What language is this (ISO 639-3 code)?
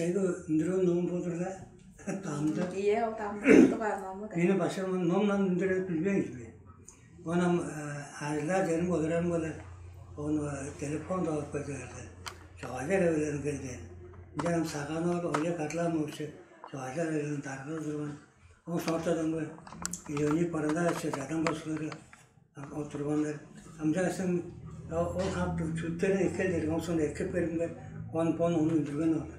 tyv